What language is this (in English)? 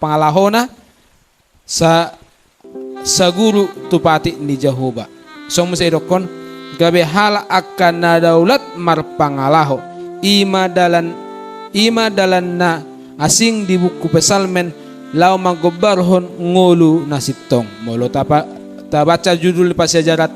Batak Toba